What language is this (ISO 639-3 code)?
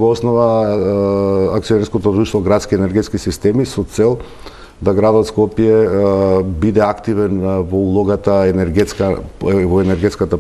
mkd